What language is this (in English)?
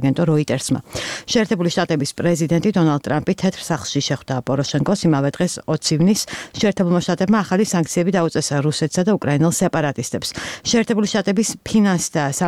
Georgian